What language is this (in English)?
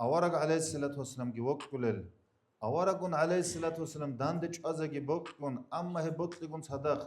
Avaric